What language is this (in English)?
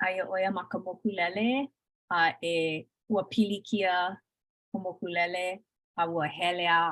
Hawaiian